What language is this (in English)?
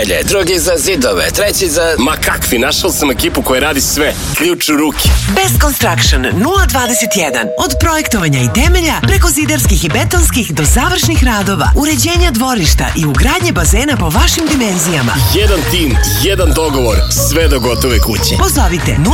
Serbian